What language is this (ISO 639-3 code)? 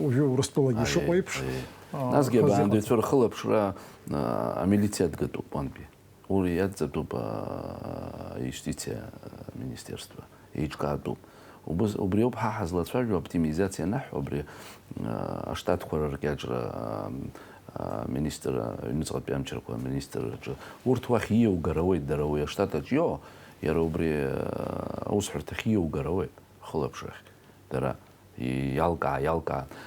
abk